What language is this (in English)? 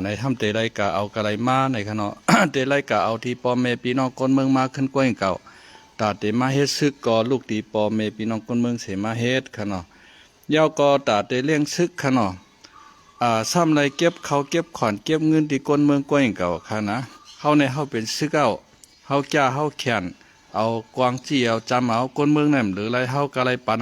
Shan